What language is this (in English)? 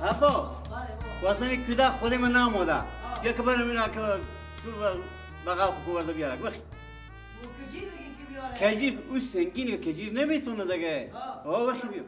Persian